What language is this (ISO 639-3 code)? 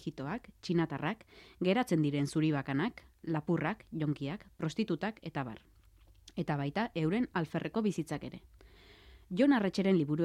eus